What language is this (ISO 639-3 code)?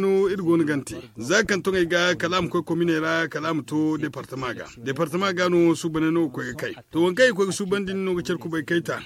dje